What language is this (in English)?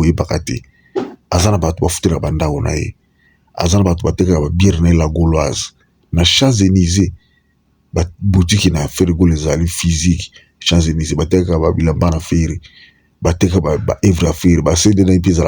Lingala